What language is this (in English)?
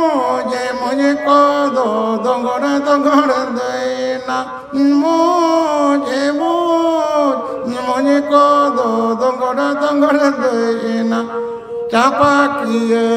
Santali